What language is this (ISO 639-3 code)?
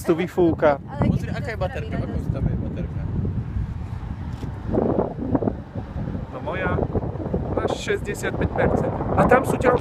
slk